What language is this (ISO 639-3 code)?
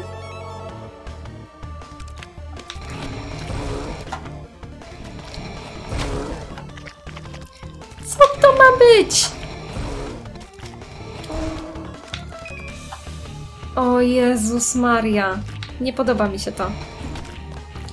pol